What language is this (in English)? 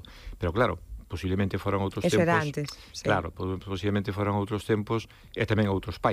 Galician